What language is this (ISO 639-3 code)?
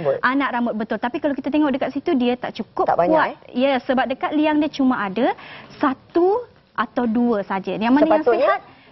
msa